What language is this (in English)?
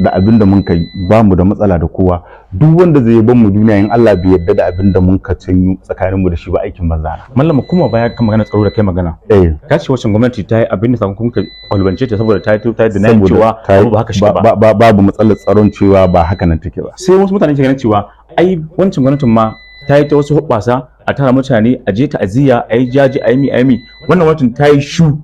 Hausa